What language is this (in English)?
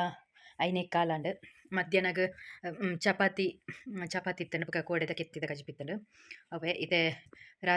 Tulu